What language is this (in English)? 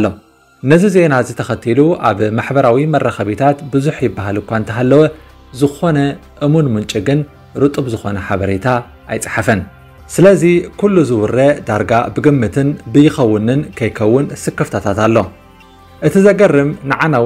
Tigrinya